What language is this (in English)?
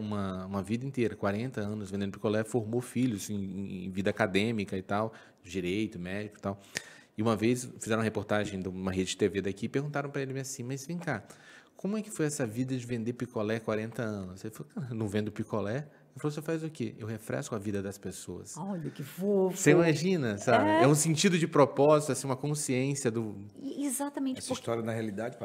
Portuguese